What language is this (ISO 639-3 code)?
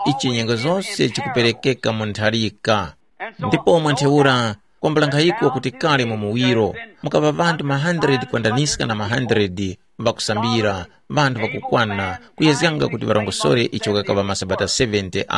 tum